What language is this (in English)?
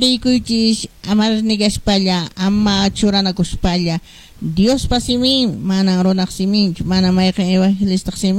Quechua